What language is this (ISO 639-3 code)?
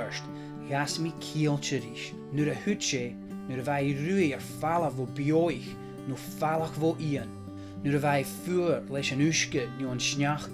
gla